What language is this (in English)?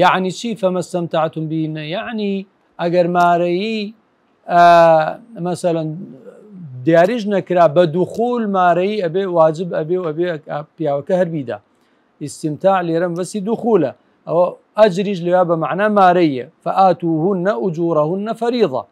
Central Kurdish